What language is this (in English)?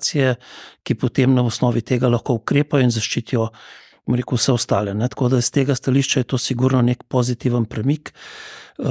Slovenian